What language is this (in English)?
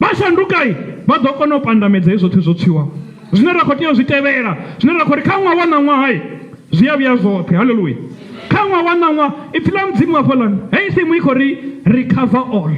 Venda